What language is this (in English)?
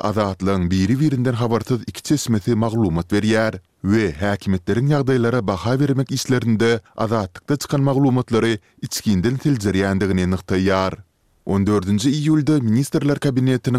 Turkmen